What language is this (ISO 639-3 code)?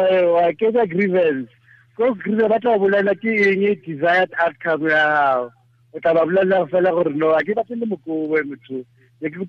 tsn